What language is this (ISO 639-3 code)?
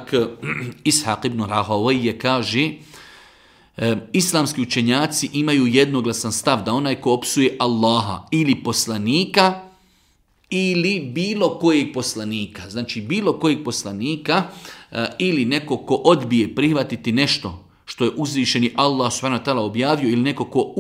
bos